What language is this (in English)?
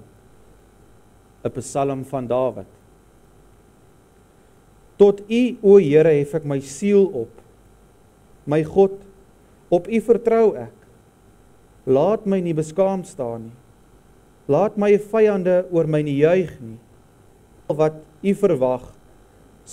Afrikaans